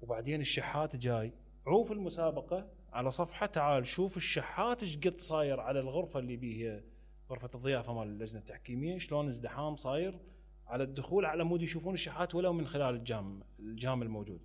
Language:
Mesopotamian Arabic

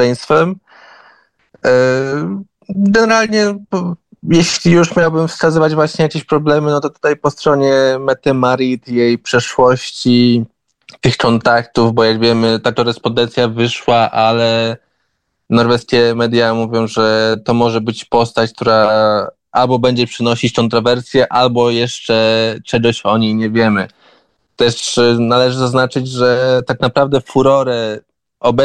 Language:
Polish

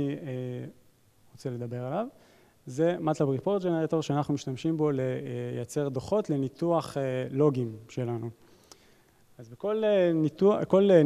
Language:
Hebrew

